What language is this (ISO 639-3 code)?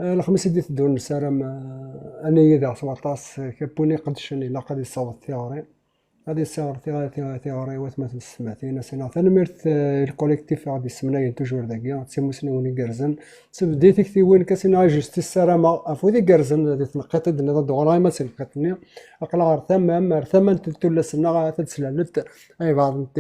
kab